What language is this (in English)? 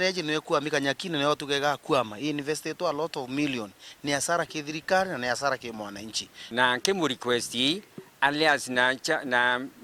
Meru